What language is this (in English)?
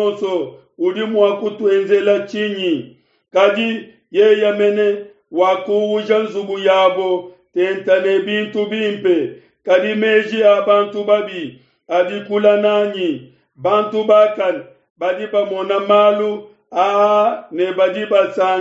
Luba-Lulua